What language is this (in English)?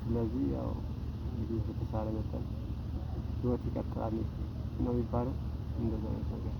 Amharic